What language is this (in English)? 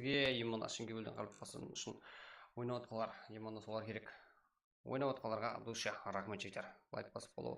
Kara-Kalpak